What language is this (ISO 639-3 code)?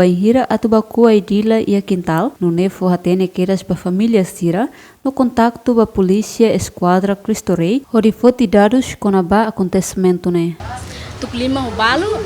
tet